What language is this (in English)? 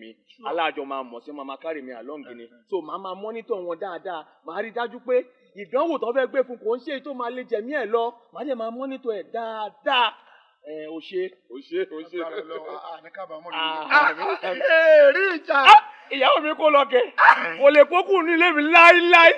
Yoruba